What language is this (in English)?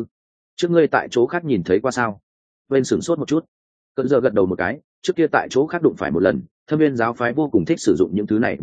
Vietnamese